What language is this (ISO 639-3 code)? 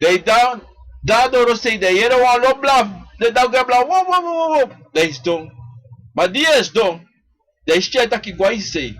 srn